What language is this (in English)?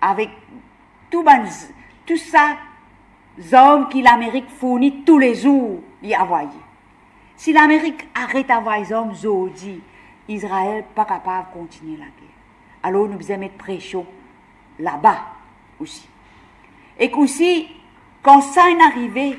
Morisyen